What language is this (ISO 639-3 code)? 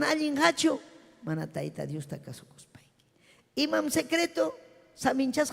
quy